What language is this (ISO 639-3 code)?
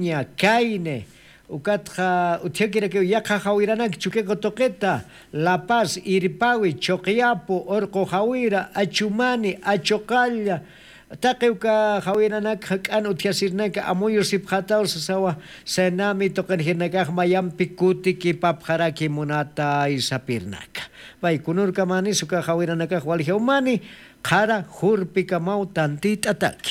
aym